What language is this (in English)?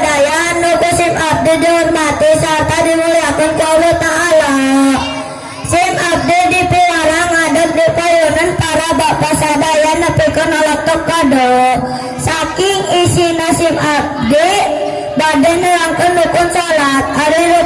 Sundanese